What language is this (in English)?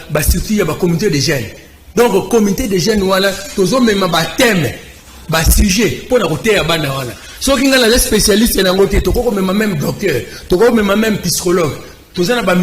Lingala